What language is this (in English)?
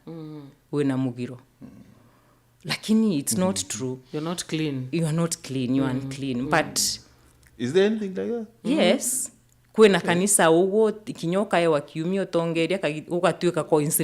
Meru